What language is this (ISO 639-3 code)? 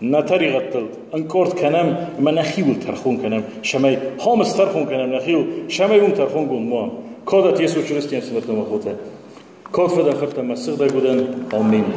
oss